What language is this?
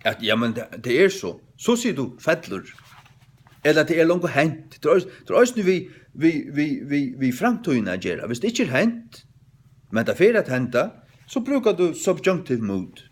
Faroese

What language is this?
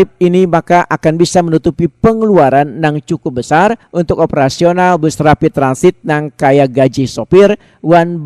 Banjar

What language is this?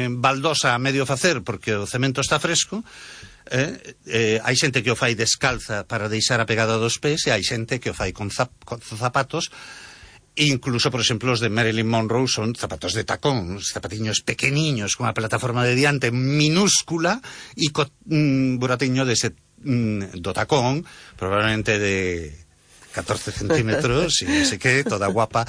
Galician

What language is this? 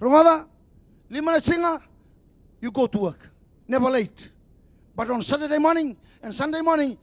Fijian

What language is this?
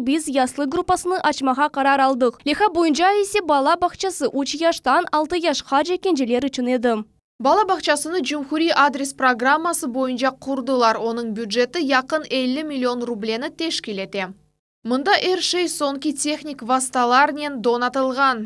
Crimean Tatar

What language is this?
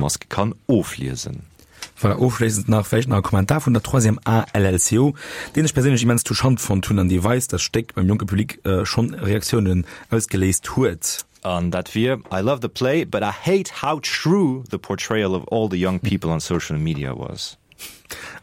Luxembourgish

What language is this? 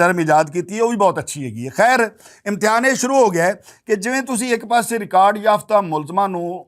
Western Panjabi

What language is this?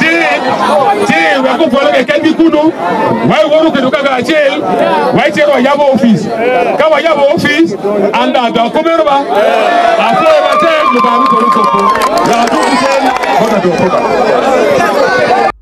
Acoli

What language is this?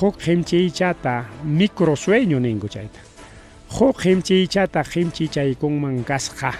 Ayacucho Quechua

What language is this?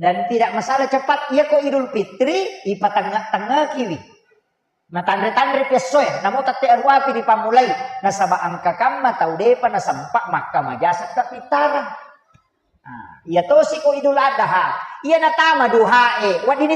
Buginese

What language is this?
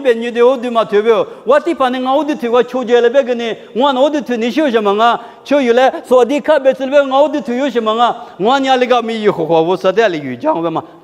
Lisu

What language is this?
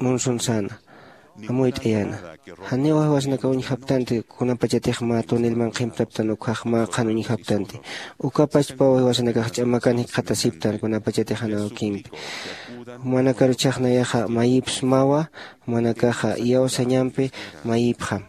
Aymara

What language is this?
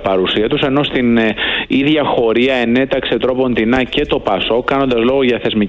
Greek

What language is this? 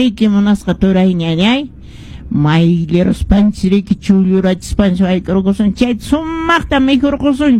Quechua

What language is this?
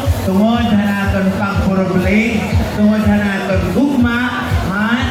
Waray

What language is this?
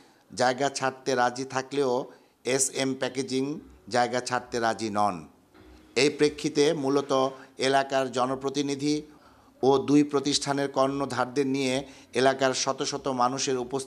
Bangla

